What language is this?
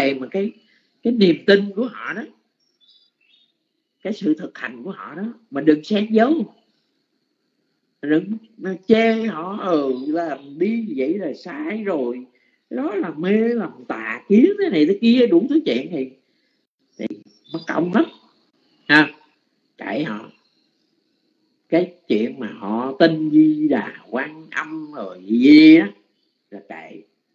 Vietnamese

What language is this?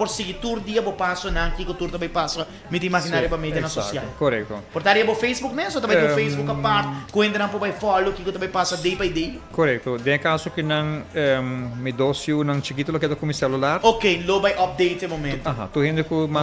Papiamento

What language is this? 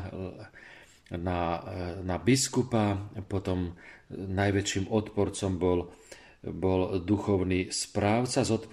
Slovak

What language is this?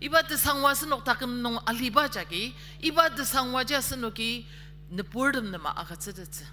Ao Naga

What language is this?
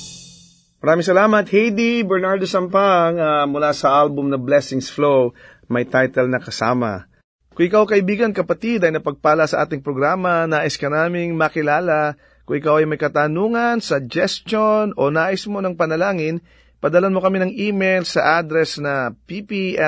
Filipino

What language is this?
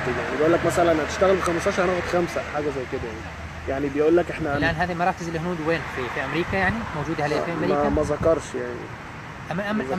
Egyptian Arabic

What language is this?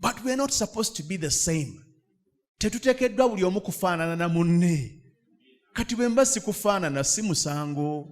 Ganda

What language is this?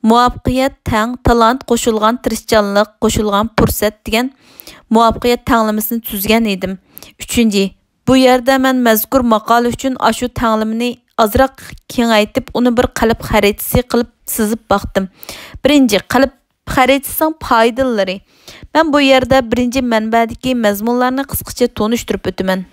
Uyghur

